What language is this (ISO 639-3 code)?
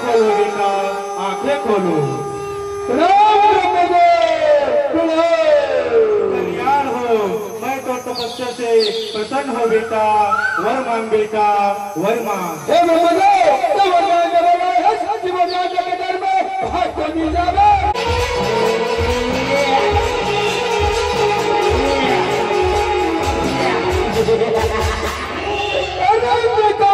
hne